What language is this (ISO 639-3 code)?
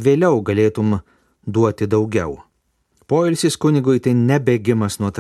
lit